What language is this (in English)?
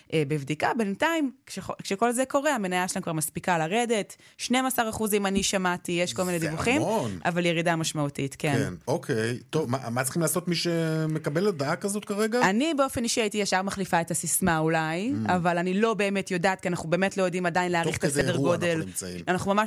Hebrew